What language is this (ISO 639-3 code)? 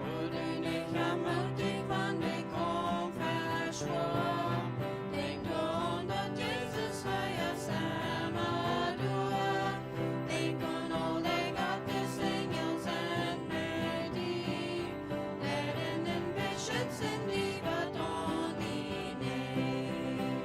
pdt